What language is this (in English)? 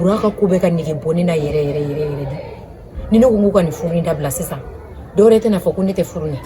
Bambara